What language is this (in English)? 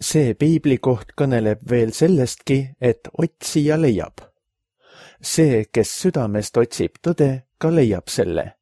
Estonian